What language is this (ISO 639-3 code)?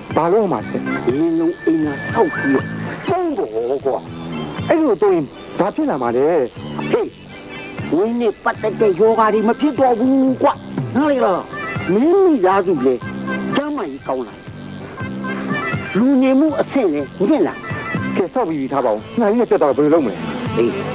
mya